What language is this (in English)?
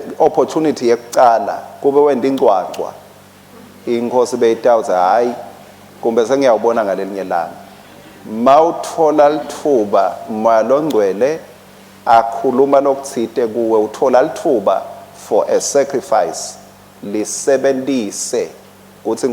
Swati